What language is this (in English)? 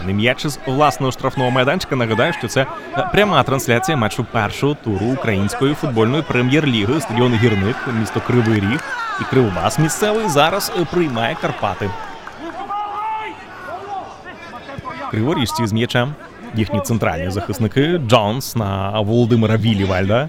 Ukrainian